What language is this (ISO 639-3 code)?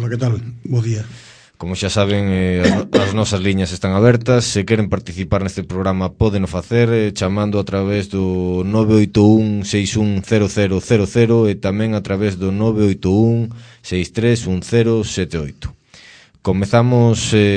glg